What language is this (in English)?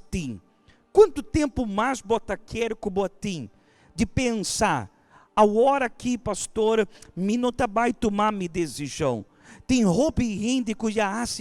Papiamento